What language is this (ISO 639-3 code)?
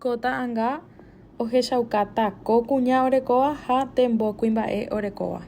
grn